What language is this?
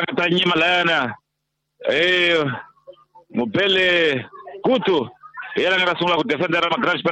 Tsonga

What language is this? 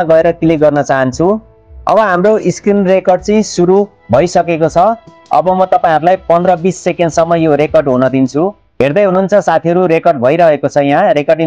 Nepali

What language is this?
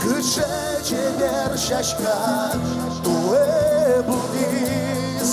Udmurt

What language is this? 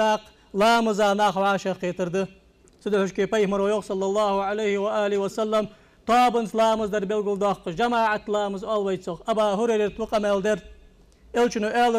Ingush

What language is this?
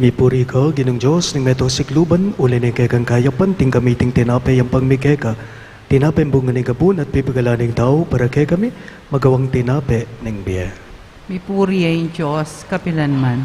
Pampanga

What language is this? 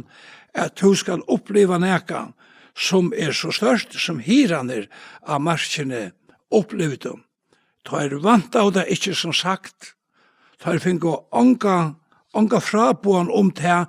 Faroese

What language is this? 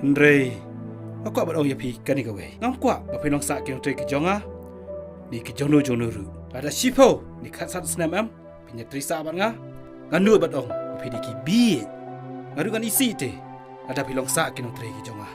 Khasi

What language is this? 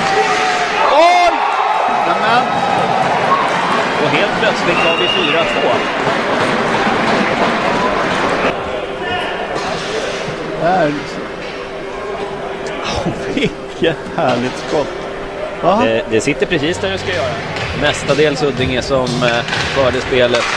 Swedish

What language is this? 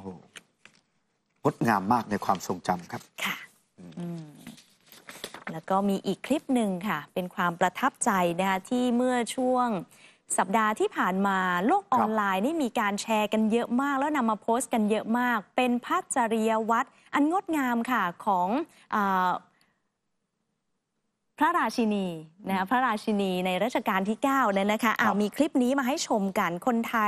Thai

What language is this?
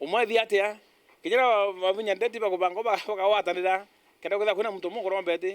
Meru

